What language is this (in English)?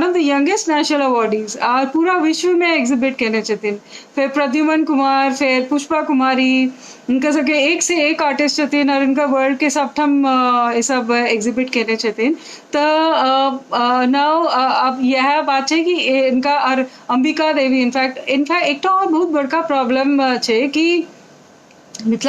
Maithili